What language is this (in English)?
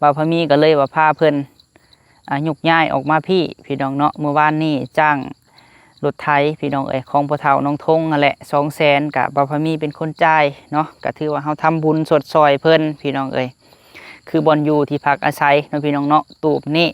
Lao